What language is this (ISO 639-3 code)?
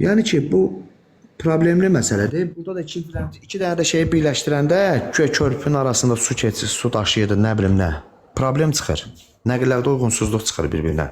aze